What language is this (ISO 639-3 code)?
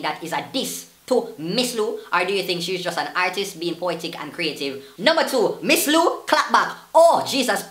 jam